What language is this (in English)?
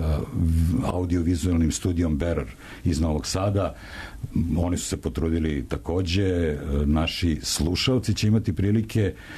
Serbian